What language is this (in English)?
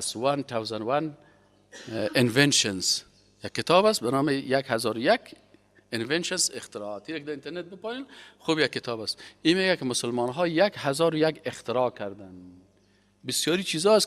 Persian